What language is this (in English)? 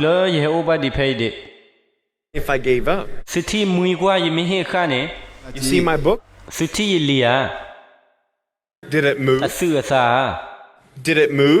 S'gaw Karen